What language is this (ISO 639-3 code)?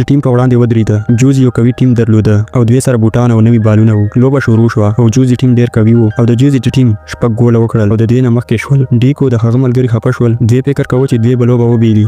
pus